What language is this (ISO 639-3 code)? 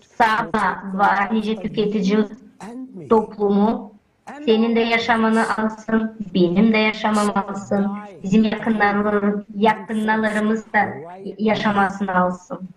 gag